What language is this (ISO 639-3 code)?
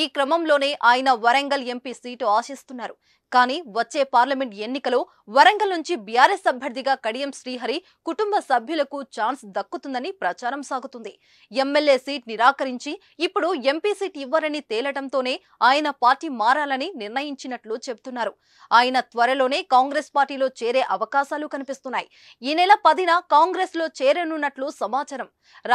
tel